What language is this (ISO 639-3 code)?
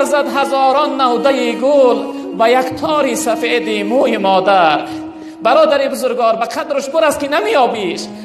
tgk